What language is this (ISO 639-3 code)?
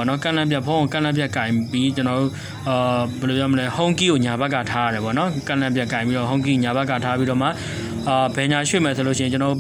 mya